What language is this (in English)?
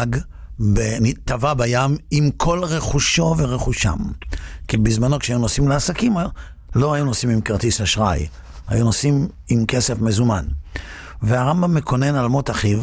Hebrew